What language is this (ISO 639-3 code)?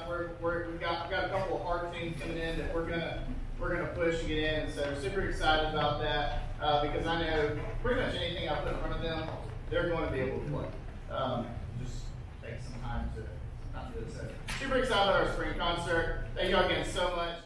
eng